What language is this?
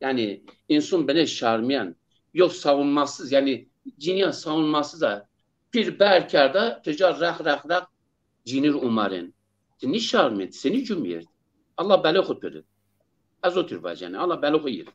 Zaza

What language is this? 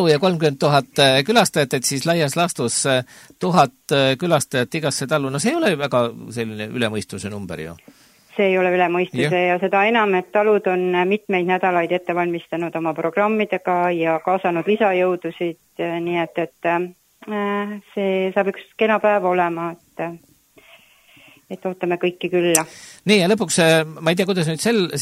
Estonian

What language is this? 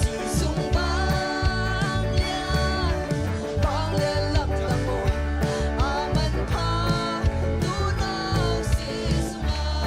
Tedim Chin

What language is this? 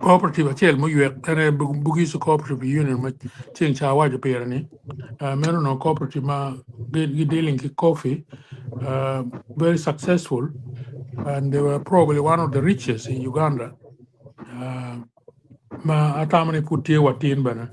Acoli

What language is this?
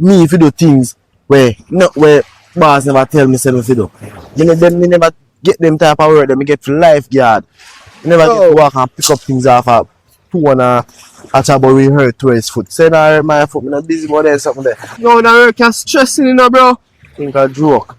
Jamaican Creole English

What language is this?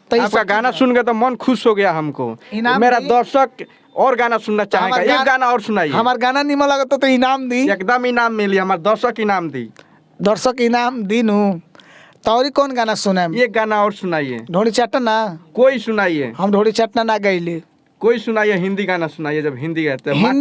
Bhojpuri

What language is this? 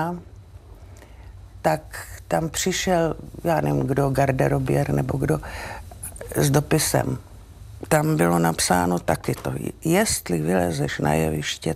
Czech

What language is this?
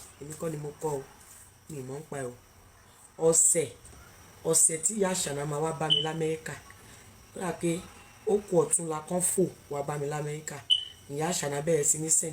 Yoruba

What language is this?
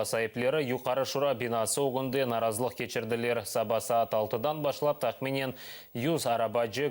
Crimean Tatar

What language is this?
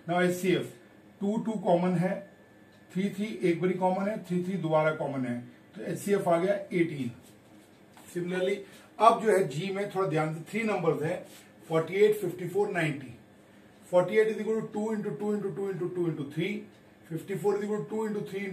Hindi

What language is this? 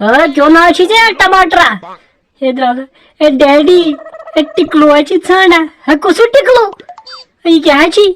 Kashmiri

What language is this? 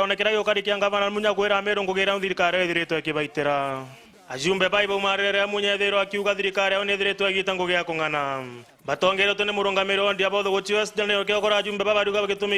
Meru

